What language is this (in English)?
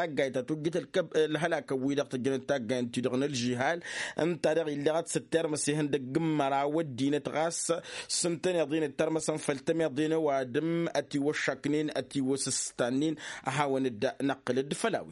Tamasheq